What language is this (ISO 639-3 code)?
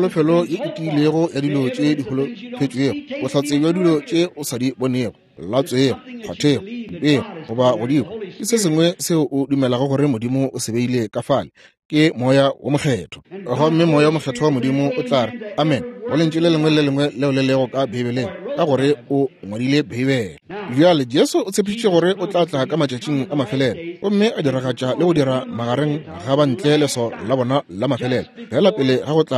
nso